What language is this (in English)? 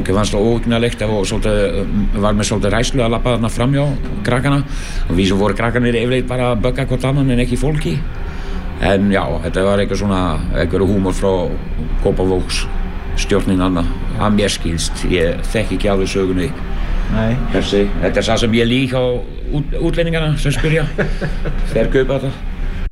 Icelandic